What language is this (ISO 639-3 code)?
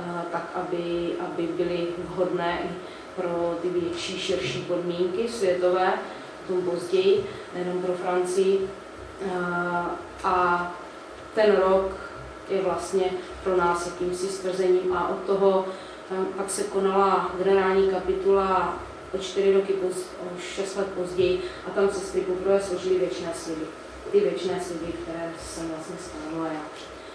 ces